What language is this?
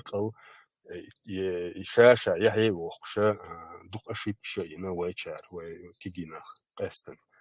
Chechen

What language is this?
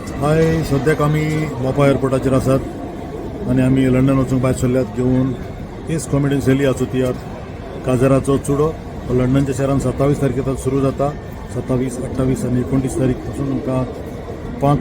Konkani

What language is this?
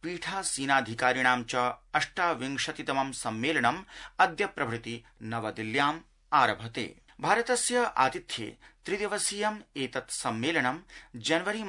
Sanskrit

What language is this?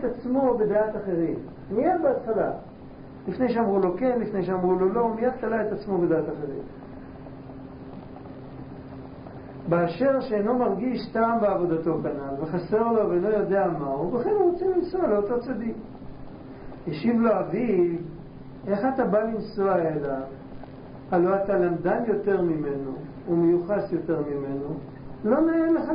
Hebrew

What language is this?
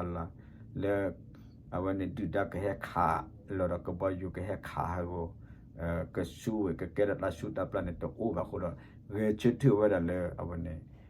S'gaw Karen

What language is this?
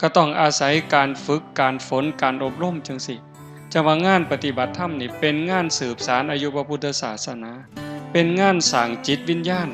Northeastern Thai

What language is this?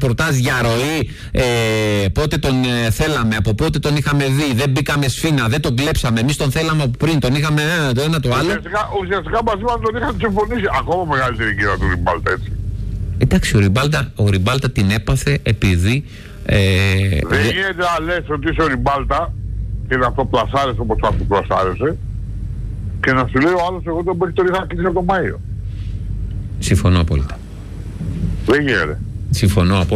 Greek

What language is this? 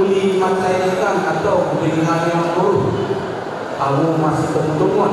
Batak Toba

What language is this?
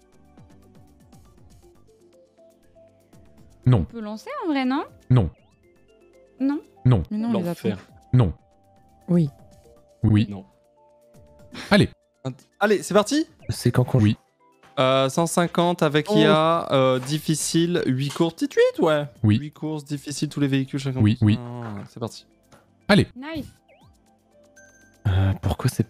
French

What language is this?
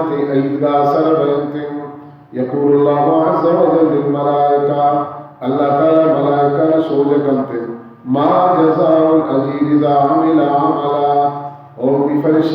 Baluchi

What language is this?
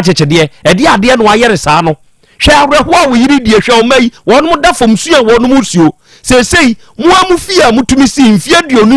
Akan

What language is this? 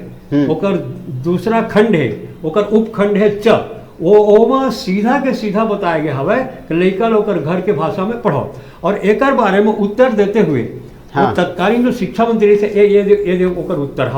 Chhattisgarhi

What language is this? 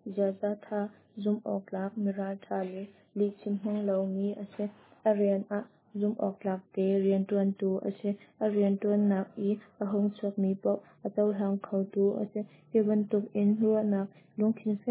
Hakha Chin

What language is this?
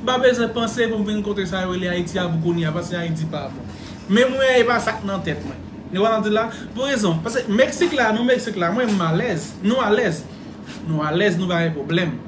Haitian Creole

